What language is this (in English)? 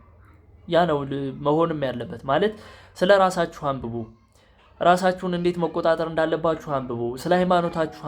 Amharic